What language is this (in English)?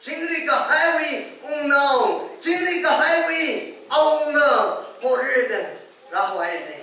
Tangkhul Naga (India)